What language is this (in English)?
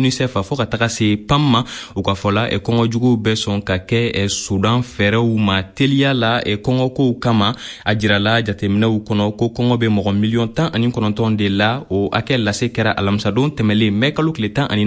Bambara